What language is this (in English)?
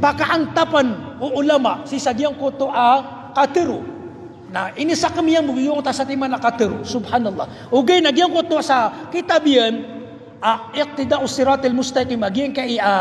Maranao